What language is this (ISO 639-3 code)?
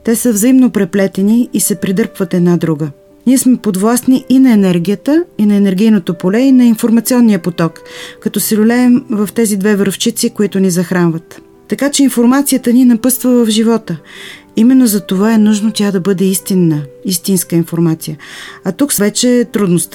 bul